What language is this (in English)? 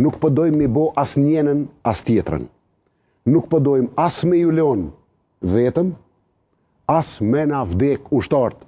Albanian